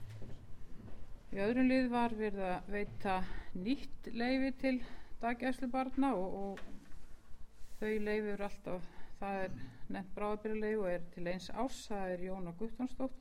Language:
Icelandic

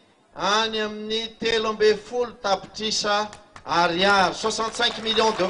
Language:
Malagasy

